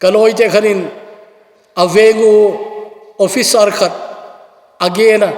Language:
Thado Chin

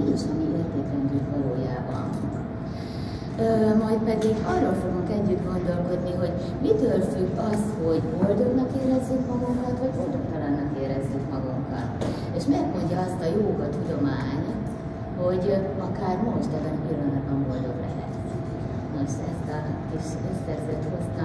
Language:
Hungarian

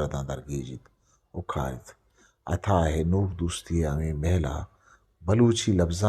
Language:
Eastern Balochi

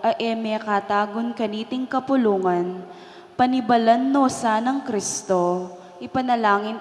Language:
Pampanga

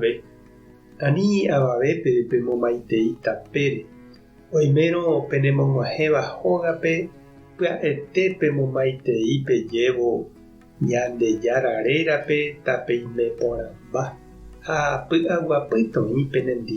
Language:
Guarani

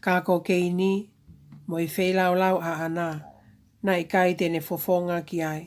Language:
Tongan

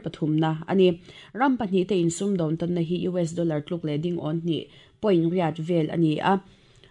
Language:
Mizo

